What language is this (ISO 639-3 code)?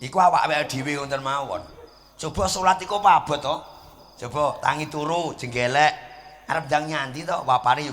jav